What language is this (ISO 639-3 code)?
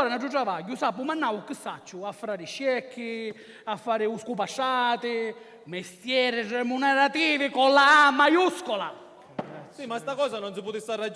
scn